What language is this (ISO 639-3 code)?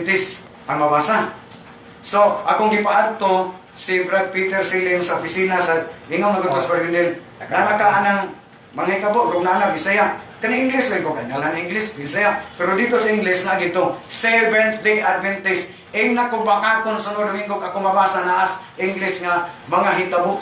ceb